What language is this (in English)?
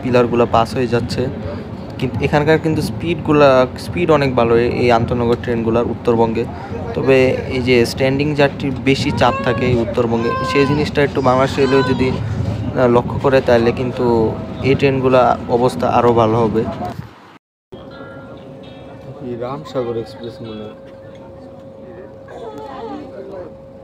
Bangla